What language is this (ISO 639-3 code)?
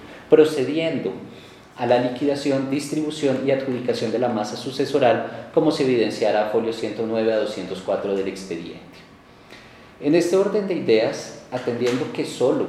spa